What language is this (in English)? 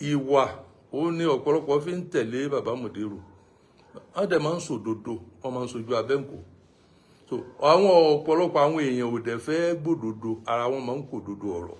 Yoruba